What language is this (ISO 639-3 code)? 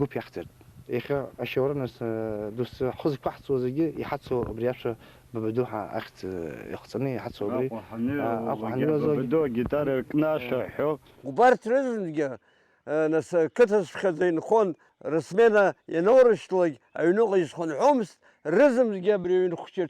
abk